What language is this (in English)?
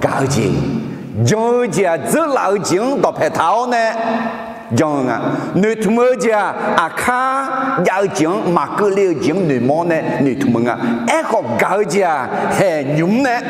Akha